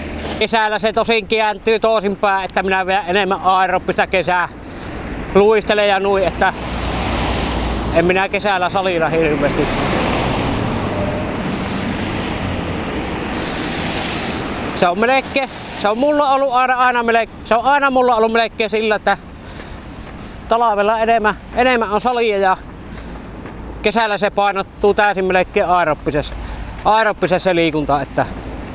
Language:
Finnish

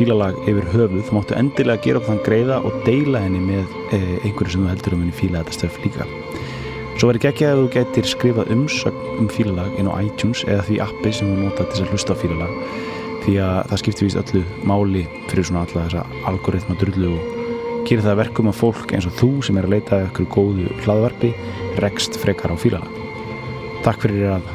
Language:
Icelandic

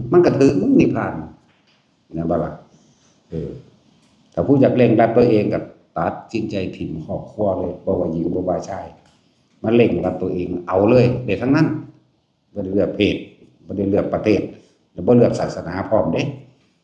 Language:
Northeastern Thai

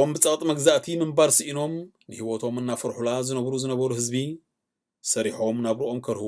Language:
Tigrinya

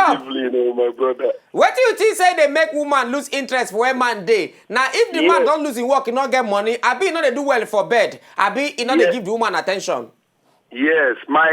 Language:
Nigerian Pidgin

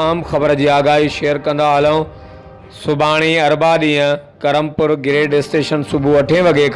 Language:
Sindhi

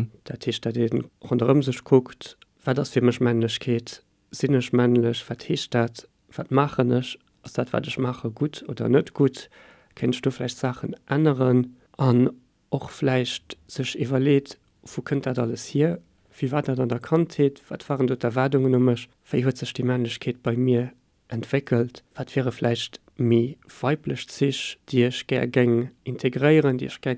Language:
Luxembourgish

